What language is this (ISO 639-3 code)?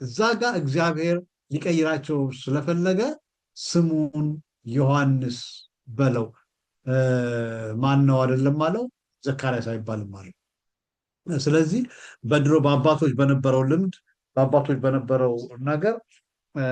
amh